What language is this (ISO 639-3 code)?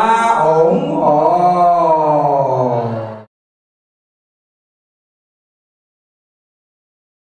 vie